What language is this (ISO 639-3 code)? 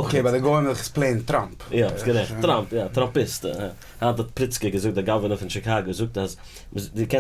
yid